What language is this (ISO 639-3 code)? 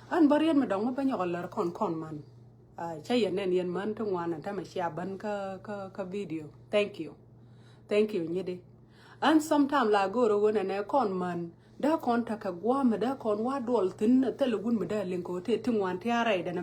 nus